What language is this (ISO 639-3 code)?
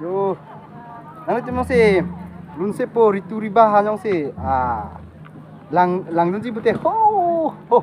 mjw